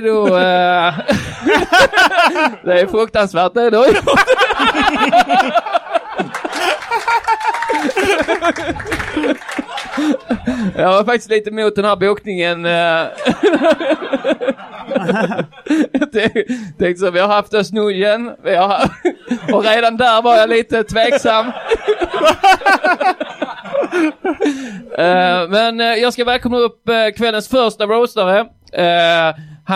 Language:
Swedish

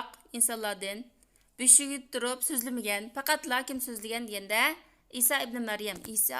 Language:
Uyghur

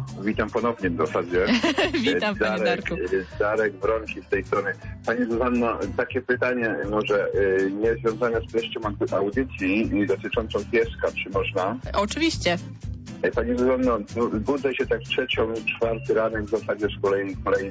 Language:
Polish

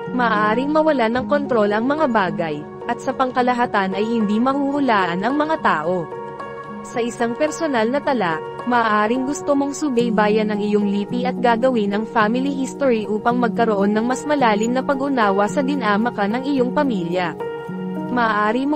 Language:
Filipino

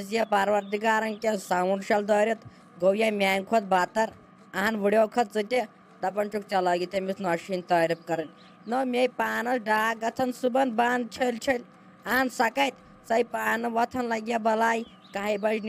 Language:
Kashmiri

